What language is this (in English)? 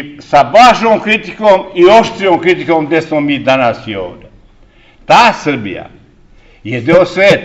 Serbian